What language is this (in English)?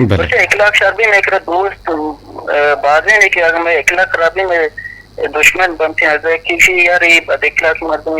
Eastern Balochi